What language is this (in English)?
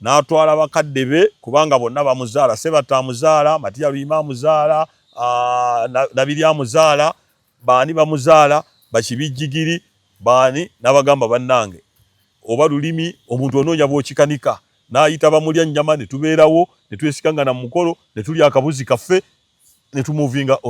Ganda